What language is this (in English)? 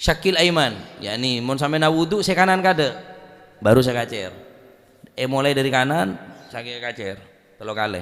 Madurese